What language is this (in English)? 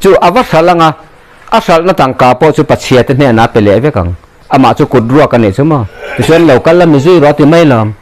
Mizo